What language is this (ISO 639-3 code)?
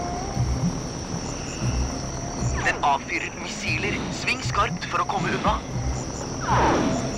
nor